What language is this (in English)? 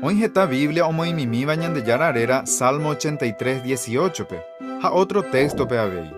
Guarani